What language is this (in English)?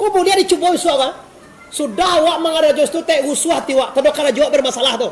Minangkabau